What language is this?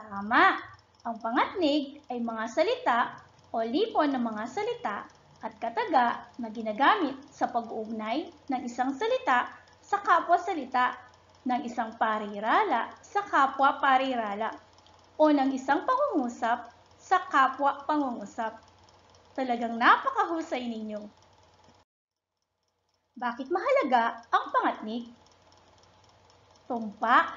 Filipino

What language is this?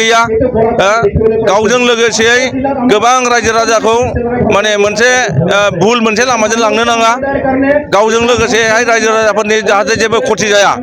Bodo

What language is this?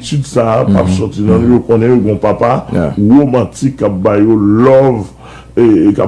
Haitian Creole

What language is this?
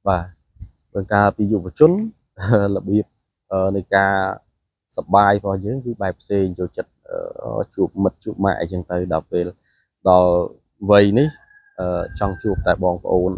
Khmer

